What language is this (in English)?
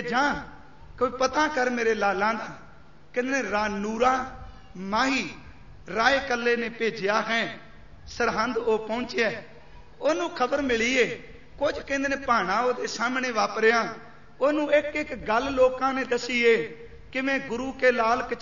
Punjabi